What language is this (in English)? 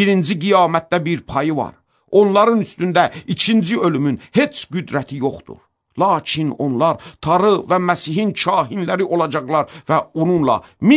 Azerbaijani